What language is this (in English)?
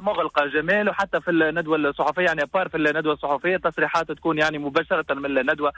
Tunisian Arabic